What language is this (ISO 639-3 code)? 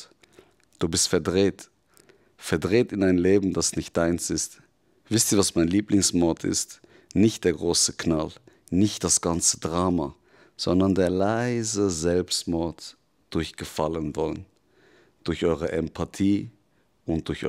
gsw